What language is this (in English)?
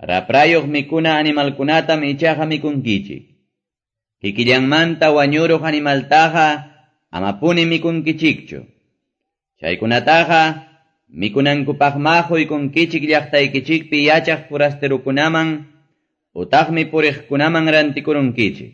Quechua